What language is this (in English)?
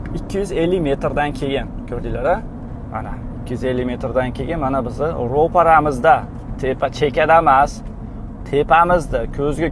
Uzbek